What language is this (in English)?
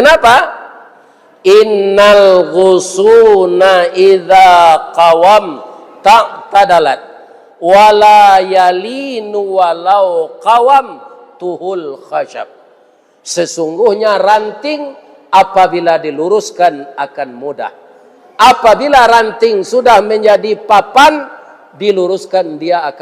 Minangkabau